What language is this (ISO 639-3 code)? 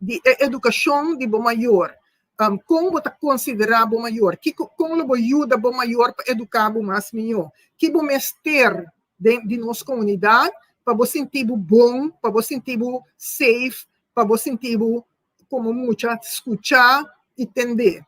pap